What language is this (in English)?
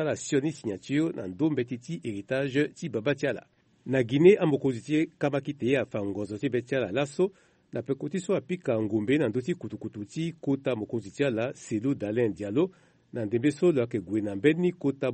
Sango